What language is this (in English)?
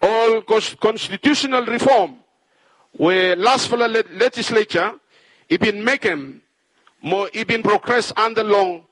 Bislama